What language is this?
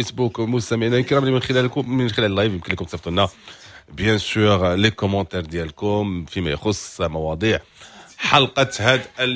Moroccan Arabic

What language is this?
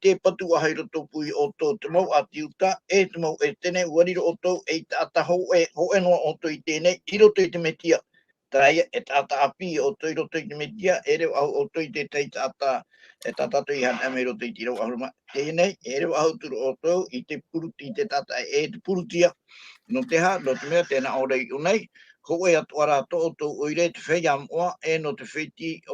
Tahitian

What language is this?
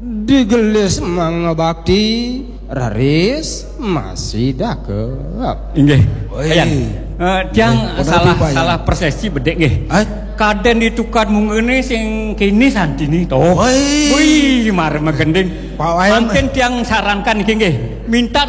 Balinese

